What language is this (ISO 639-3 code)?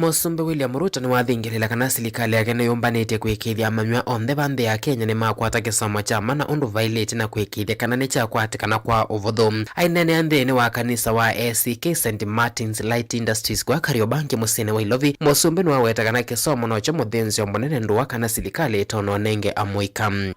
kam